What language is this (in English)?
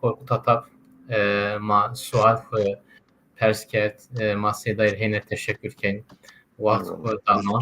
Zaza